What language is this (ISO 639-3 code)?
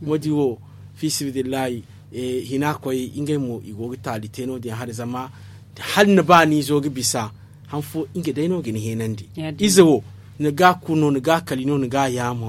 dje